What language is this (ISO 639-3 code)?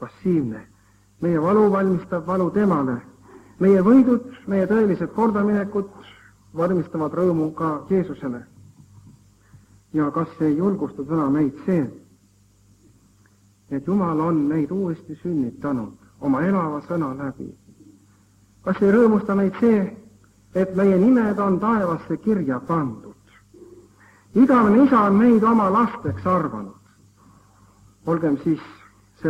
est